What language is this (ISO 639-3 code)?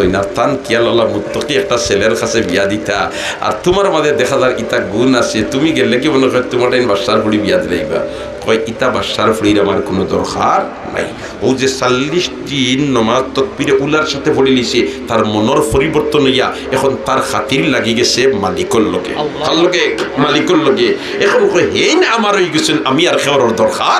syl